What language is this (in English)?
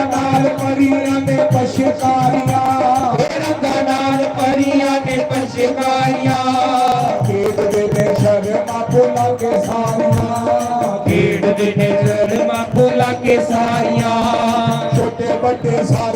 Dogri